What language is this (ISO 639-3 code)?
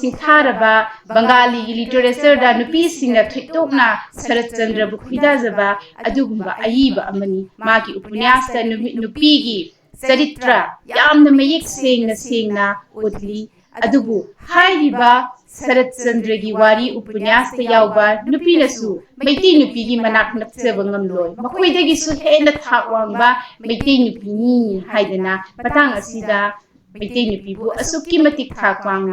mni